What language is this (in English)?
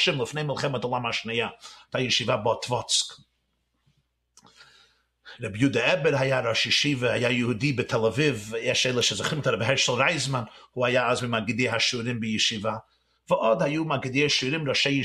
Hebrew